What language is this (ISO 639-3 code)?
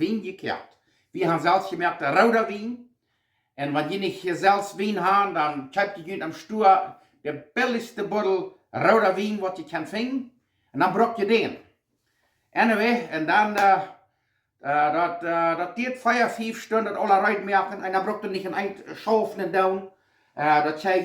pdt